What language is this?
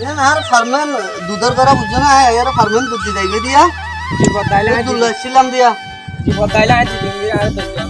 Rohingya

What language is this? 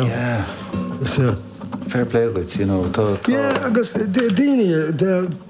Irish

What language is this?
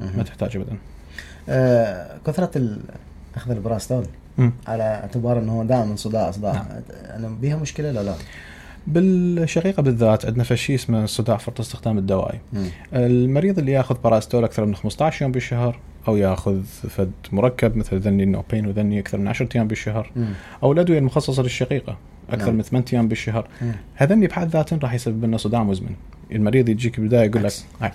Mesopotamian Arabic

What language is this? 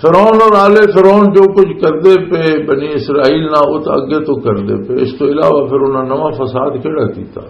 Western Panjabi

